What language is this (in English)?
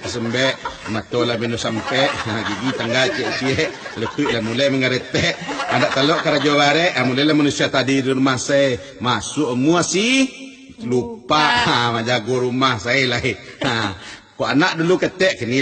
Minangkabau